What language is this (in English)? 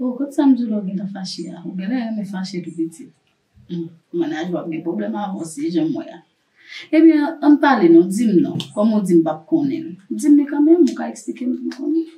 Haitian Creole